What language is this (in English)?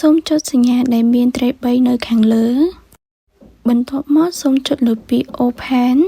Khmer